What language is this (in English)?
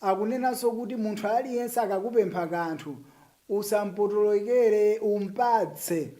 Nyanja